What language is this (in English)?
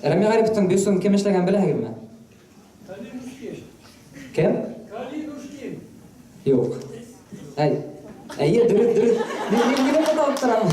Bashkir